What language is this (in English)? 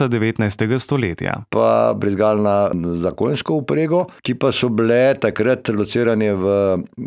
Slovenian